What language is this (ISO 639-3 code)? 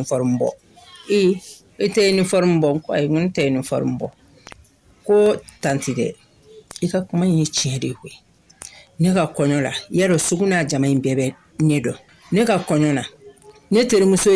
bam